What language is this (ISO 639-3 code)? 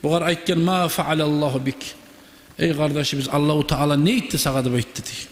kum